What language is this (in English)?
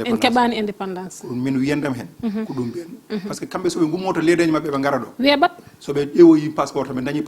Fula